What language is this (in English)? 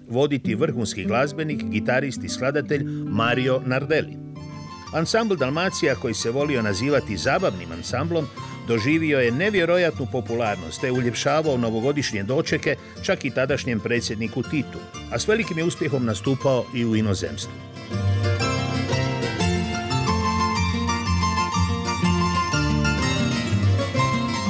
Croatian